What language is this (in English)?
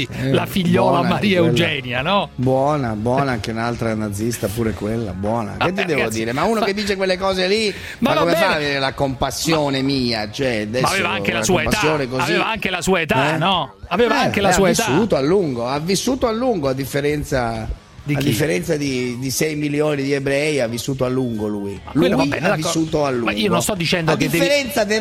Italian